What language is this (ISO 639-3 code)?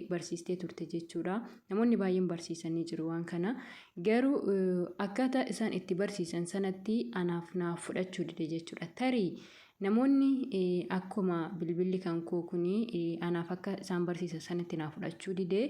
orm